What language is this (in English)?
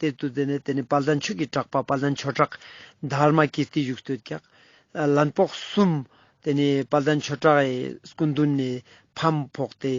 Ladakhi